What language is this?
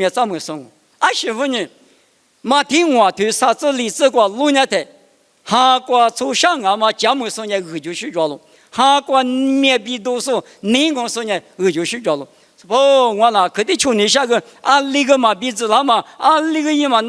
Lisu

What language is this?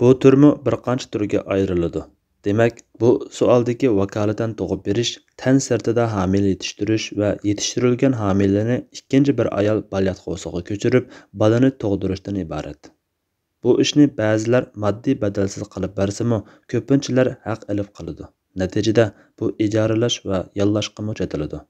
Uyghur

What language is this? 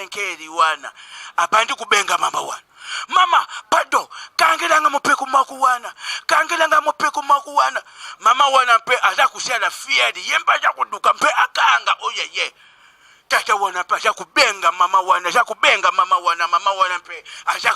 Lingala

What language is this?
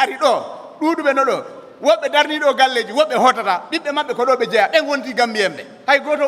Fula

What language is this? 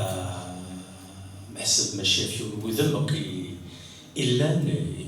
Kabyle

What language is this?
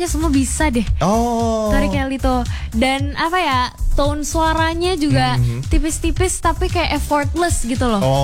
Indonesian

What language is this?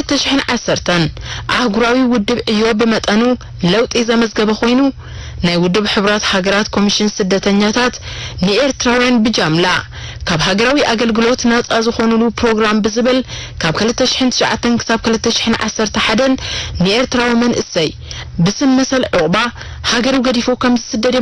Tigrinya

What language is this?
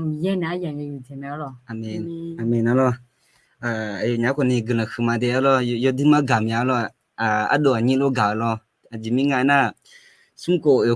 Akha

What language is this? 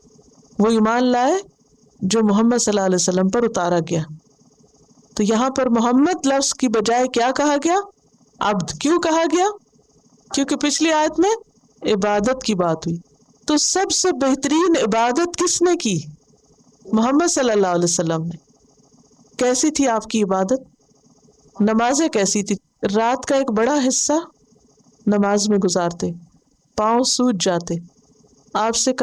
Urdu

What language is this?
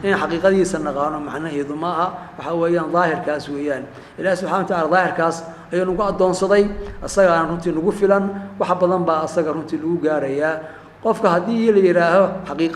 Somali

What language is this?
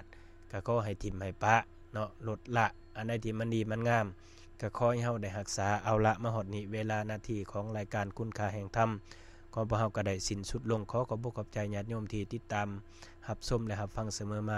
Lao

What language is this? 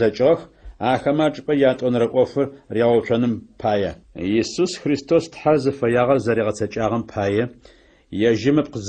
Adyghe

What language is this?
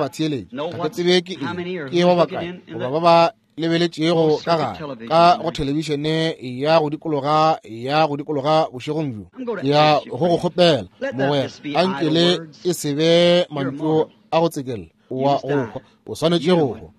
Northern Sotho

